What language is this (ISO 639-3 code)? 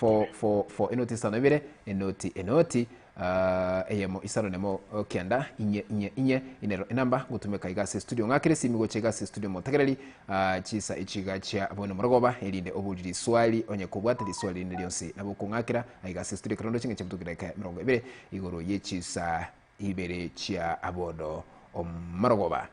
guz